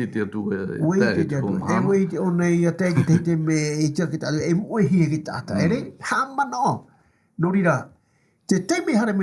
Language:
Tahitian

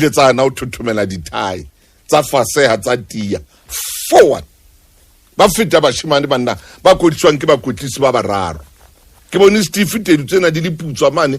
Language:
Southern Sotho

